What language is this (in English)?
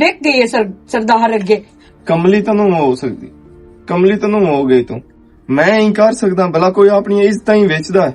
Western Panjabi